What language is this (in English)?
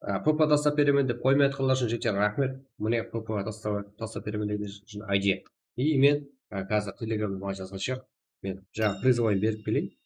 Kara-Kalpak